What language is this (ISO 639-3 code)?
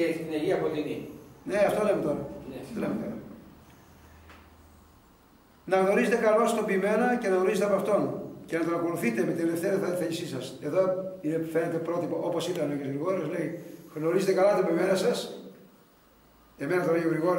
ell